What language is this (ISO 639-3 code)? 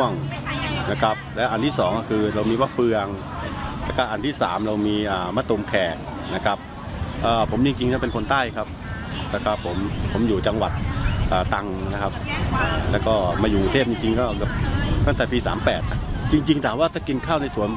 tha